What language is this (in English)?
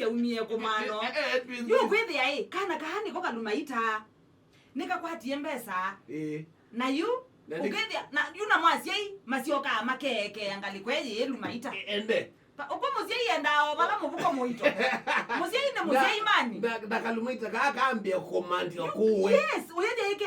Kamba